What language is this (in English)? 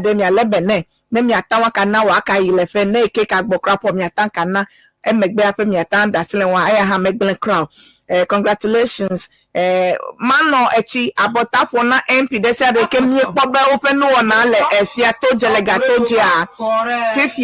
Ewe